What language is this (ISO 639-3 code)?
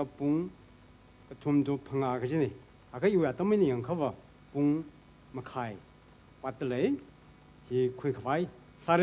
nmf